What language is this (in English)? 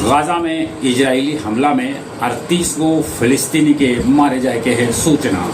Magahi